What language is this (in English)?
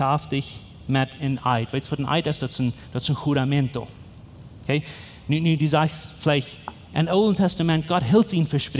Plautdietsch